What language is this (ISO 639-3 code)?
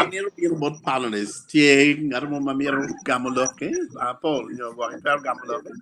ach